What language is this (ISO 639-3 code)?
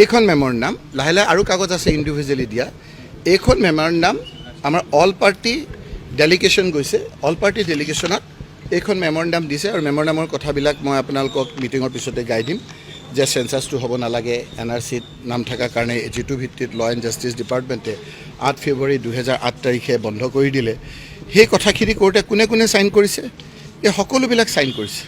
asm